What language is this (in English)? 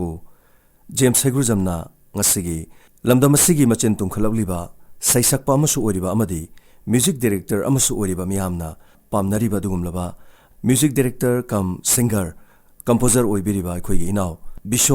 Manipuri